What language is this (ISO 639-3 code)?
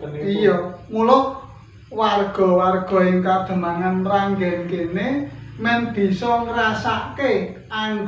jav